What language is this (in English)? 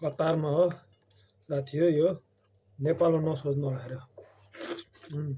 Nepali